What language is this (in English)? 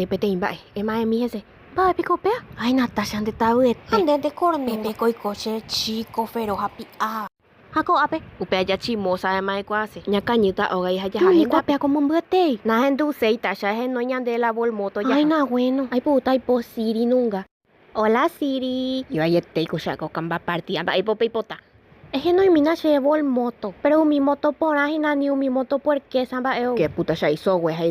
Guarani